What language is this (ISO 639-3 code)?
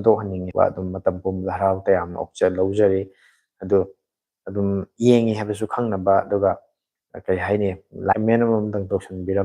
mni